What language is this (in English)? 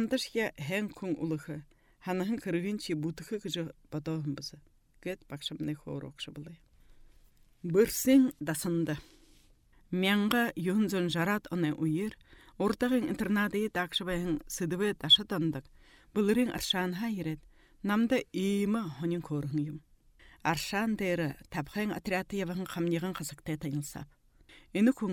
Buriat